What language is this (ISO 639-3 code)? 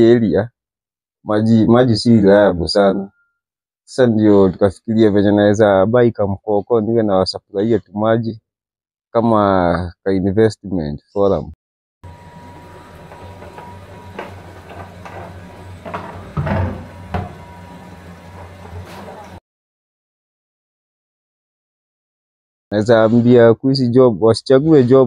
swa